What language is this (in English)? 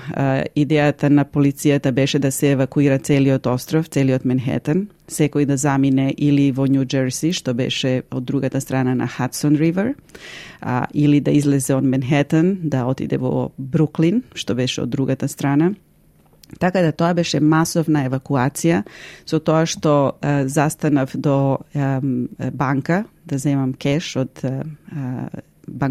Macedonian